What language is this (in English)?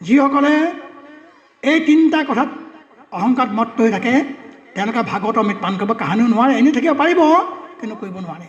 Assamese